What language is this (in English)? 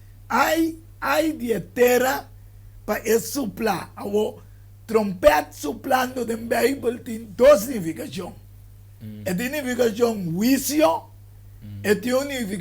Papiamento